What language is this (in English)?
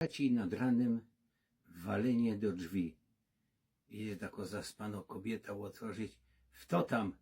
Silesian